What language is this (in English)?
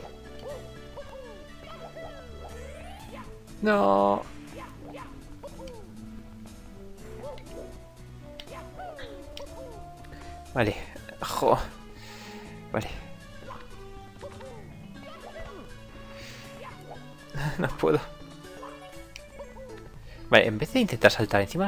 Spanish